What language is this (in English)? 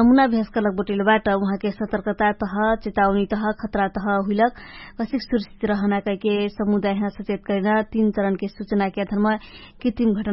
Dangaura Tharu